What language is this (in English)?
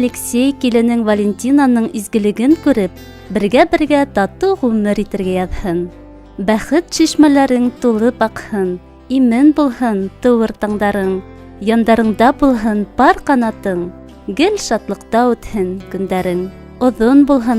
Bashkir